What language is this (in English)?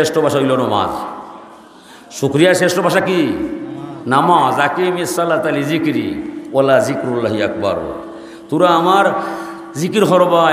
Sylheti